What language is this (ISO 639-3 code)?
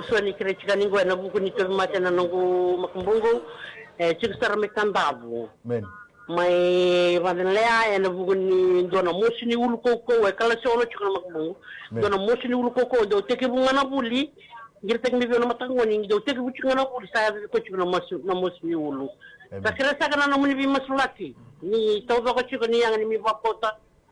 fij